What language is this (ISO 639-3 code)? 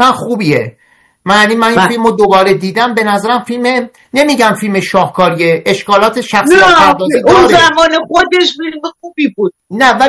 fas